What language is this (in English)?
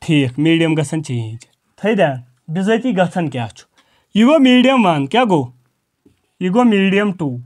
Kashmiri